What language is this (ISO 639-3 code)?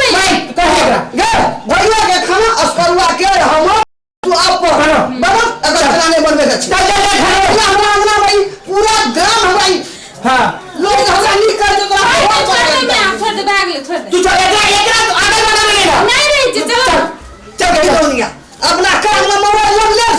mai